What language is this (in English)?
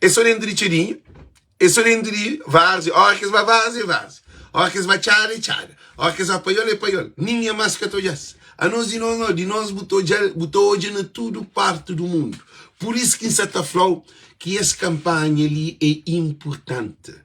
Kabuverdianu